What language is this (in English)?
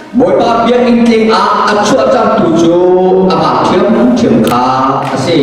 Falam Chin